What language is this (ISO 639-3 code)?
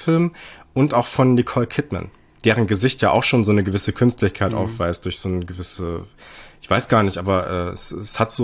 deu